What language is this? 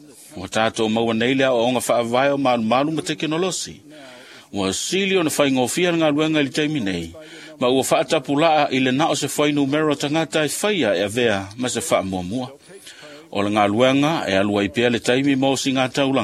Samoan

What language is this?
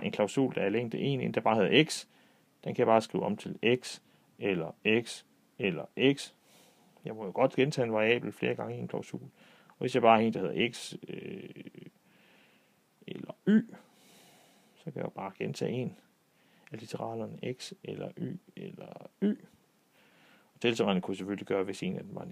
Danish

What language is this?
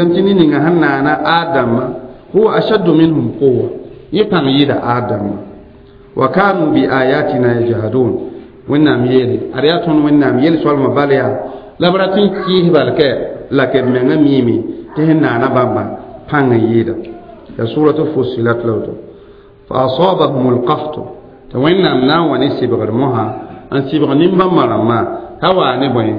Mossi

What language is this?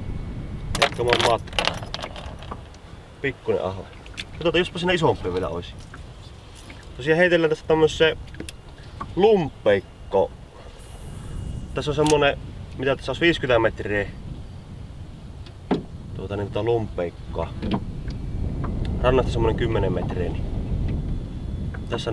Finnish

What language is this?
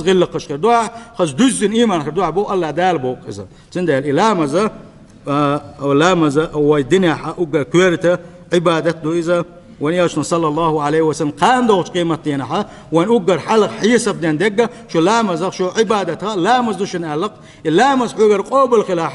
Chechen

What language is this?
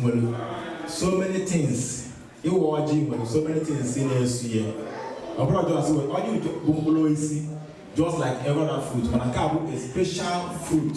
Igbo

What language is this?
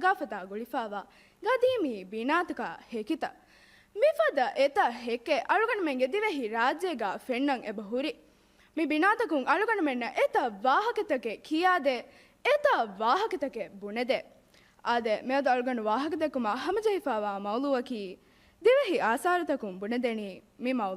Divehi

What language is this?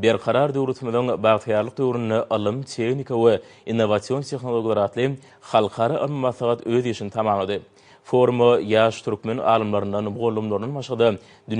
Turkmen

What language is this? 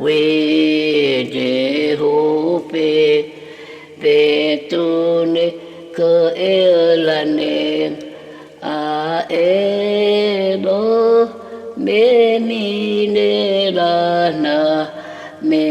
Dehu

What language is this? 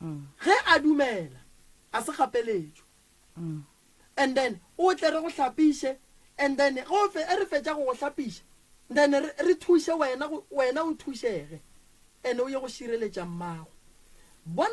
Northern Sotho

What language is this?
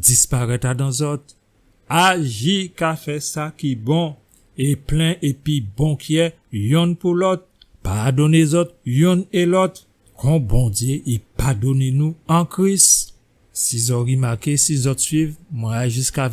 Guadeloupean Creole French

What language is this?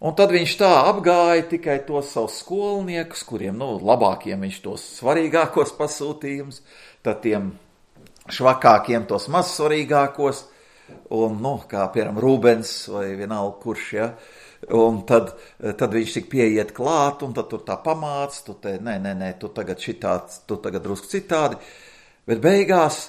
Latvian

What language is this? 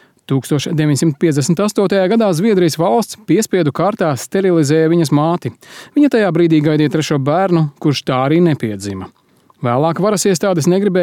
Latvian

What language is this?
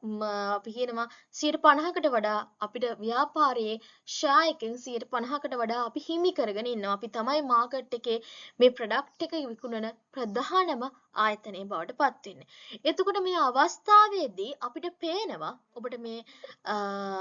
Sinhala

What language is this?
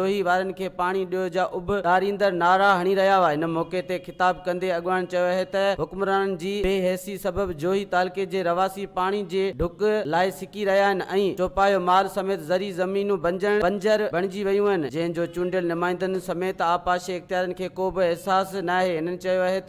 Sindhi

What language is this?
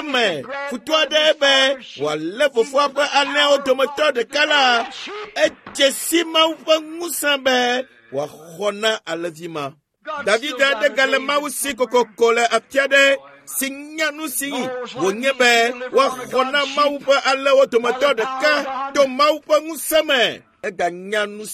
Ewe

